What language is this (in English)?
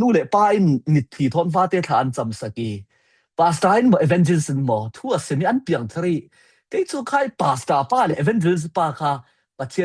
Falam Chin